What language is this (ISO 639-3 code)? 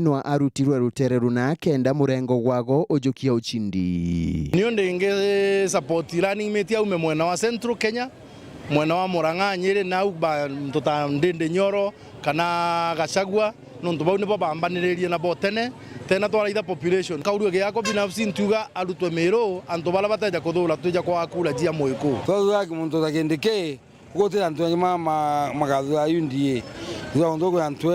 mer